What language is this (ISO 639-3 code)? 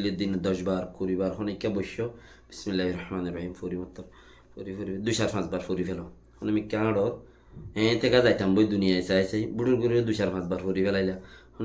rhg